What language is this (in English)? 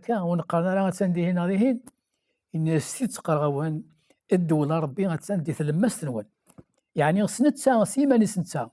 Kabyle